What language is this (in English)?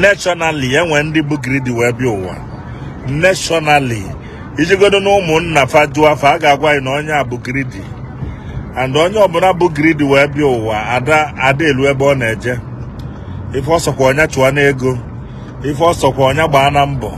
Igbo